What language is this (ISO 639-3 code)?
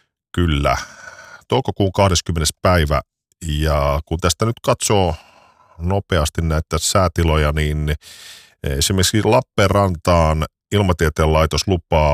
fin